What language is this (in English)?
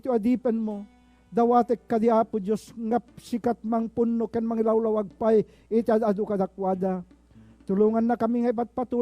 Iloko